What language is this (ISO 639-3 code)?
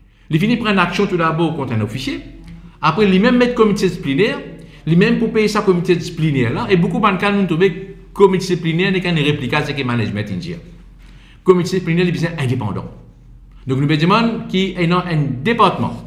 mfe